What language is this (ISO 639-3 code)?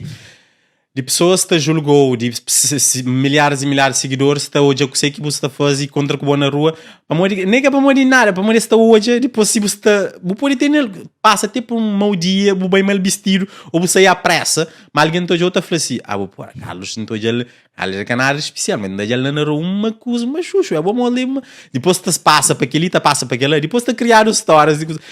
kea